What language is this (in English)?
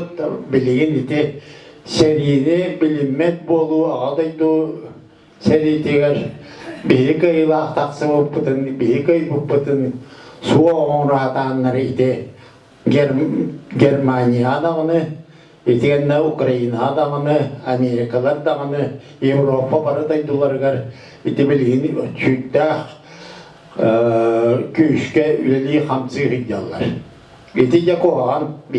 Yakut